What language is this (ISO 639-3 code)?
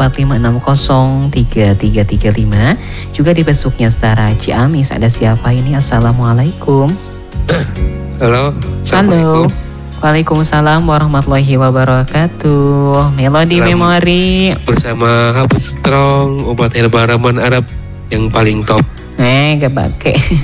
ind